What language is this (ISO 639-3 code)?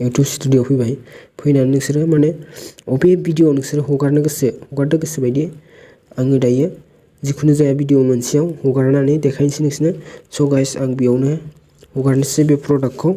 brx